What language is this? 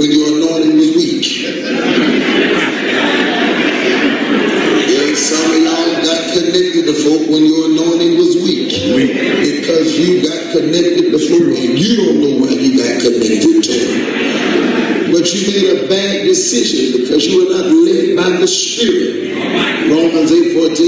English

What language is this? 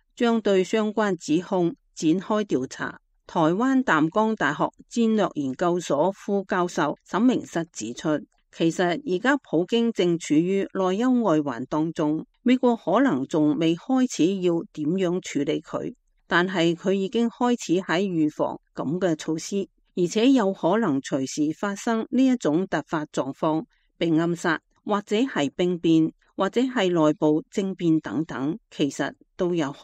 Cantonese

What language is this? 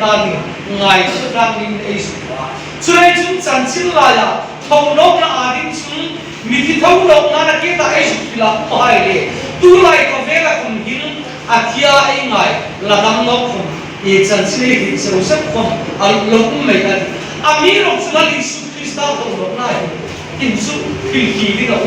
Hmar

